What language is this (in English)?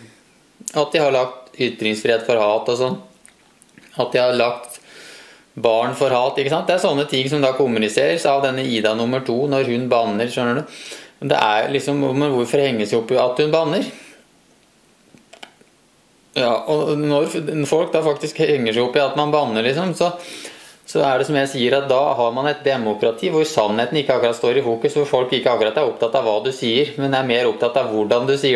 Norwegian